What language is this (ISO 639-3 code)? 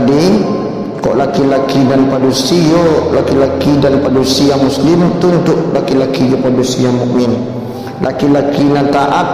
min